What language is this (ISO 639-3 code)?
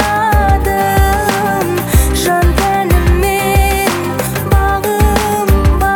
kaz